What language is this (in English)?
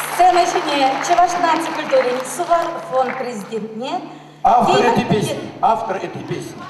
Chuvash